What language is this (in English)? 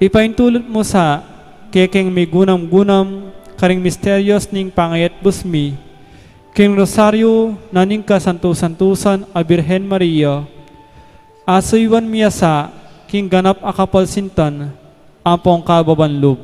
Pampanga